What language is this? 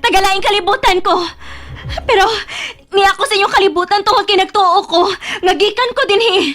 Cebuano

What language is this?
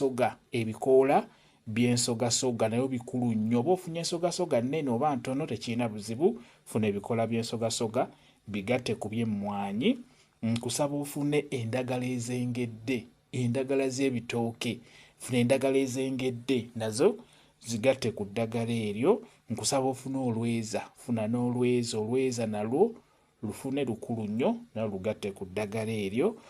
Ganda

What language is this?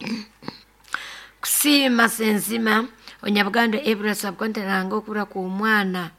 Nyoro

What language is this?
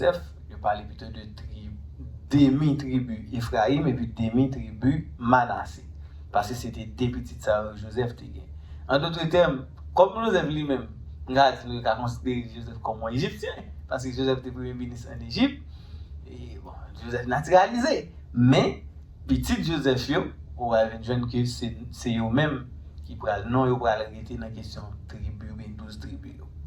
Haitian Creole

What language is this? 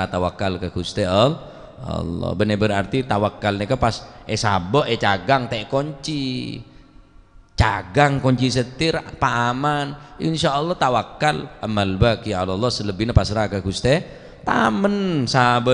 Madurese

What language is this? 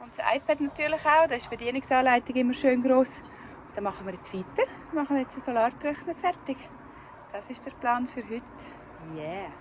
Swiss German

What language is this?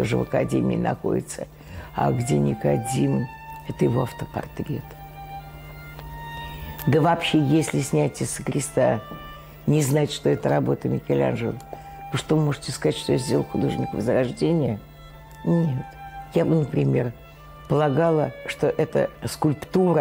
Russian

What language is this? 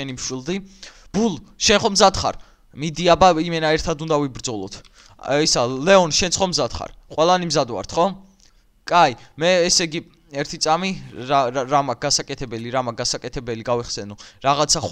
Georgian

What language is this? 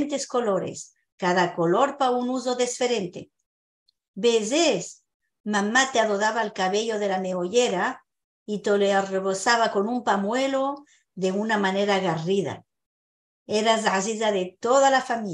Ladino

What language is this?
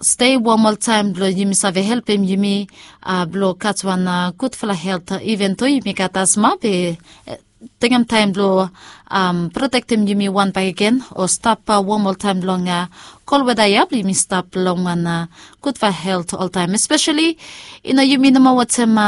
Bislama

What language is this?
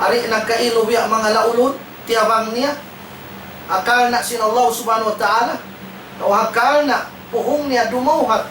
Tausug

